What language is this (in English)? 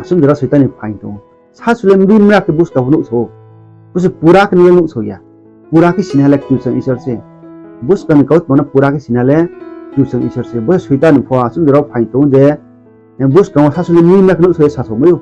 Riang (India)